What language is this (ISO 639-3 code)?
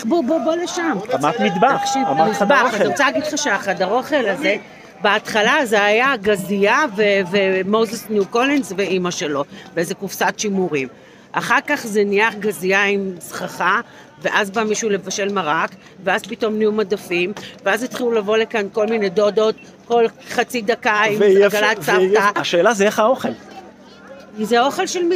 heb